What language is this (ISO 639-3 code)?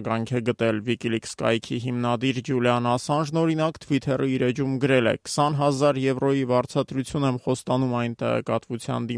hye